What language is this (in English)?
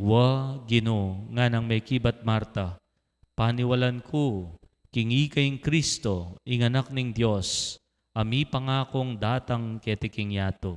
Pampanga